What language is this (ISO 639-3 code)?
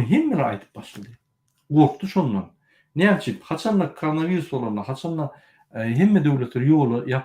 tuk